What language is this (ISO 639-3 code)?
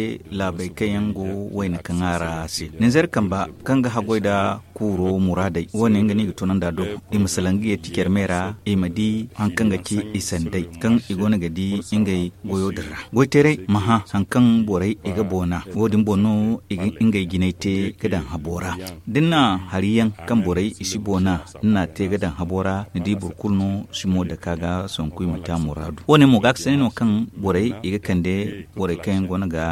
dje